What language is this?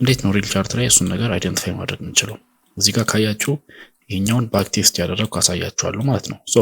Amharic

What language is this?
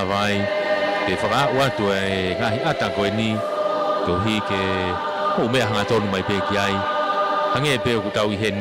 Tongan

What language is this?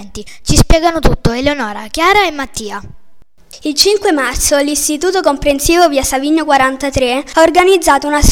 Italian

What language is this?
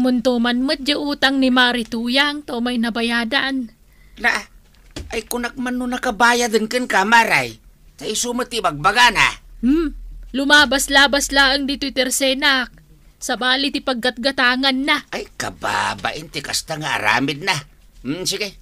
Iloko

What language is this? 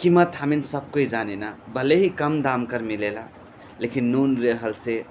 Sadri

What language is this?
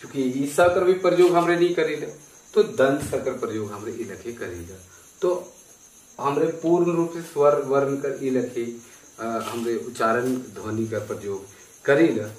Sadri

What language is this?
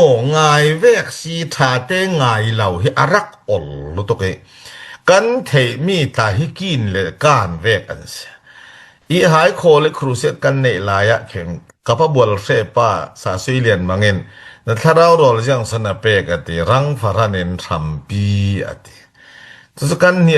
Falam Chin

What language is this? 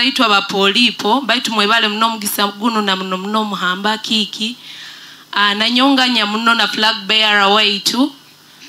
Nyoro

